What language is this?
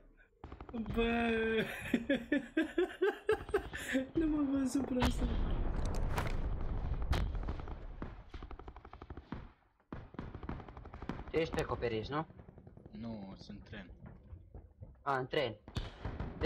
Romanian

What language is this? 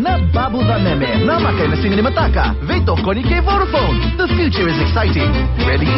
Fijian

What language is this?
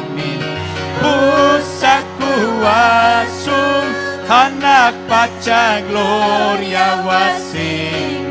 Ayacucho Quechua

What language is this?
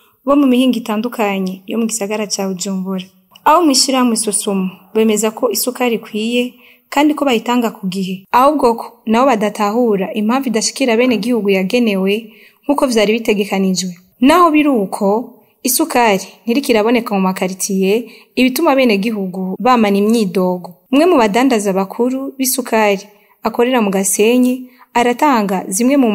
Rundi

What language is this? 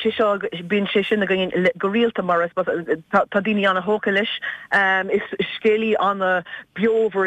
Irish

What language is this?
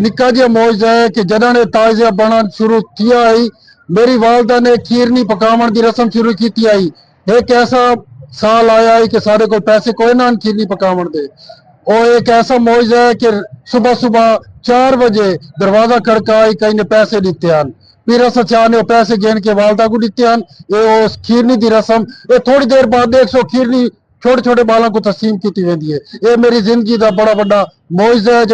Saraiki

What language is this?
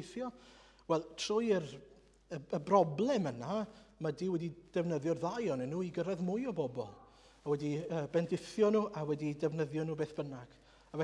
Welsh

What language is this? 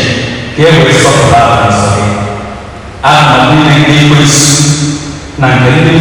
Igbo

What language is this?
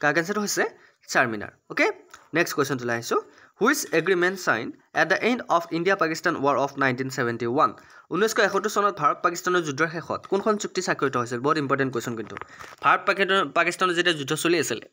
Assamese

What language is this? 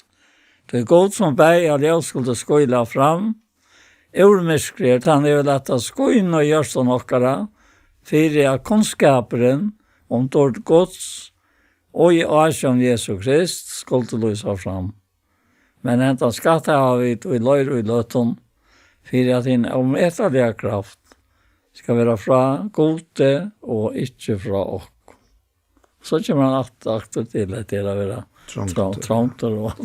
Faroese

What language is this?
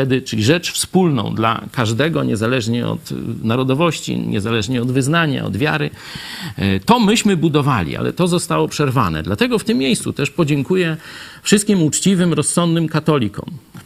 Polish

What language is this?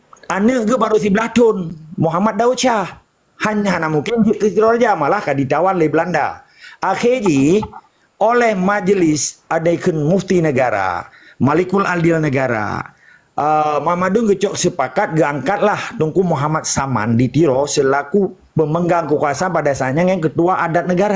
Achinese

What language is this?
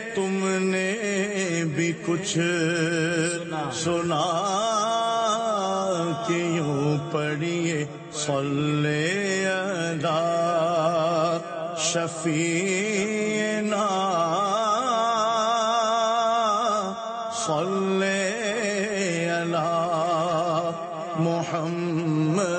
Urdu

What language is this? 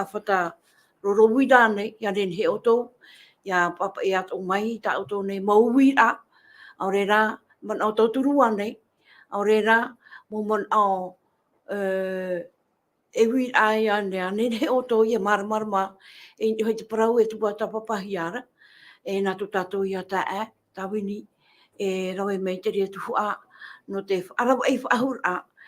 Tahitian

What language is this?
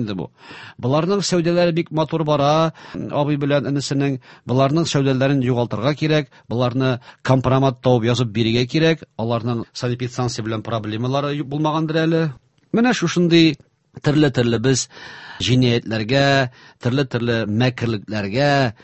Tatar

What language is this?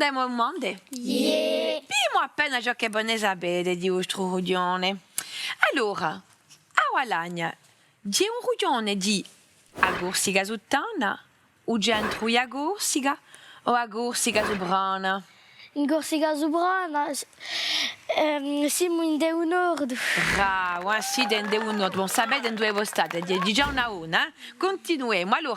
Corsican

